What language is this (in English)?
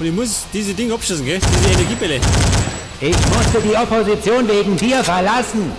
Bavarian